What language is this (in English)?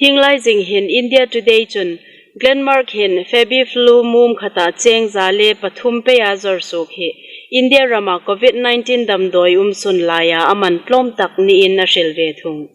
Hmar